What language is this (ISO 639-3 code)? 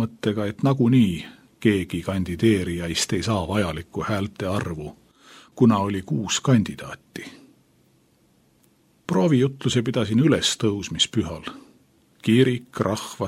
est